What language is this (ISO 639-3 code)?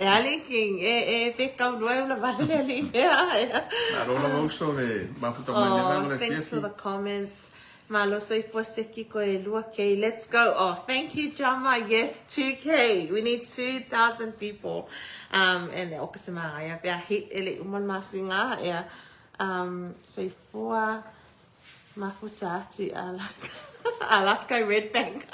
smo